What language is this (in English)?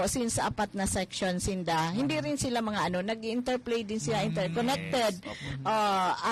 Bikol